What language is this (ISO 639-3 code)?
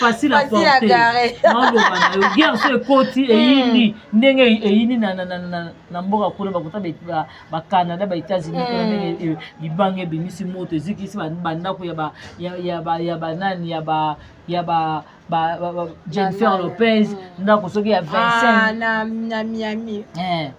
lin